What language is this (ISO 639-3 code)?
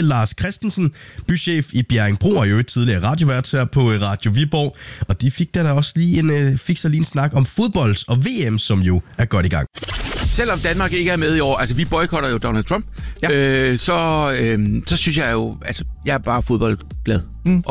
dan